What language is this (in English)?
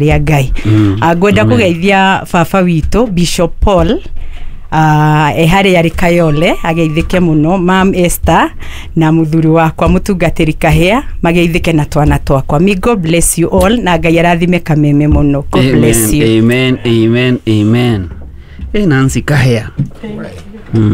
Kikuyu